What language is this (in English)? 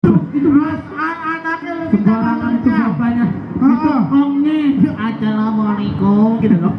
Betawi